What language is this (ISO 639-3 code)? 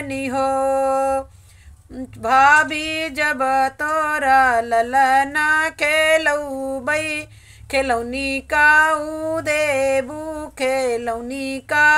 bho